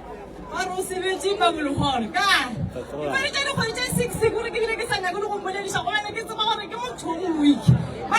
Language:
Northern Sotho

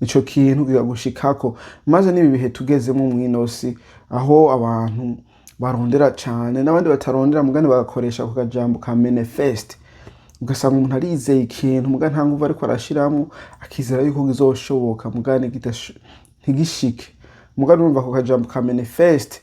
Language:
Rundi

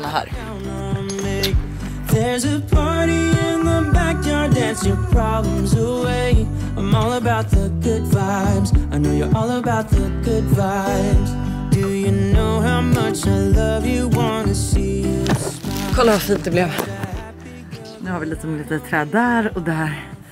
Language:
Swedish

